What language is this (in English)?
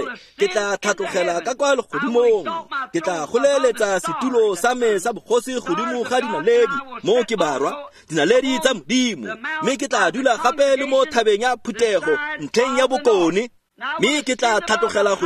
Tswana